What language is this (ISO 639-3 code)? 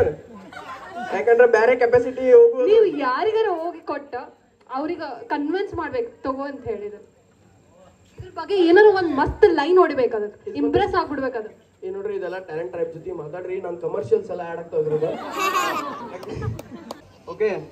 kan